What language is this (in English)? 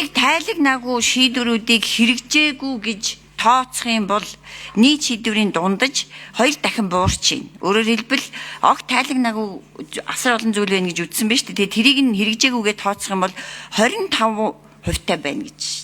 Mongolian